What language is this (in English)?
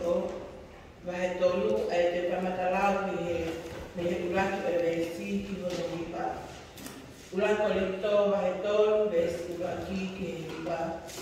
Tongan